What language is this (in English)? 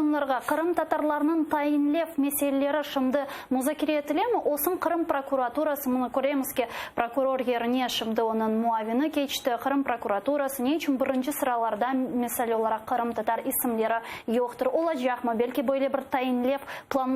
Crimean Tatar